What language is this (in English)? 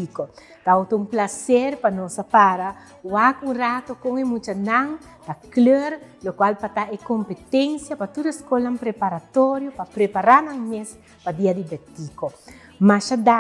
Papiamento